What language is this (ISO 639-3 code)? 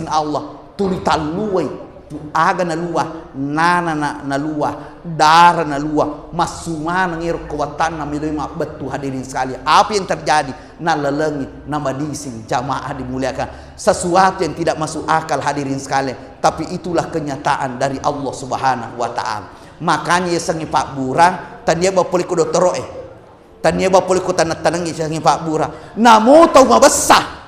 bug